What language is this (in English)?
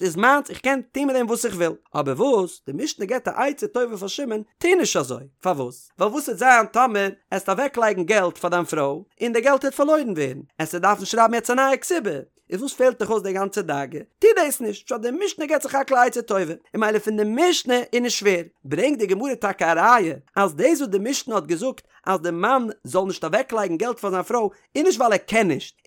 Yiddish